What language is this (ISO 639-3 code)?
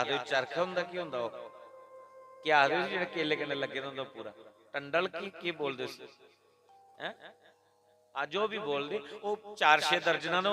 doi